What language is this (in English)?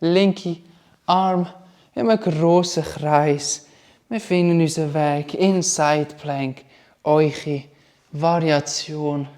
Swiss German